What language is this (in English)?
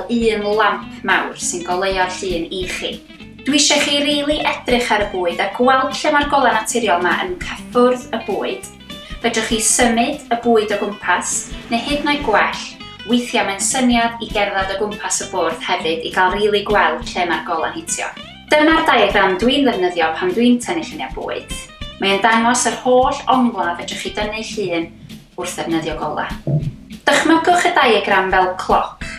Welsh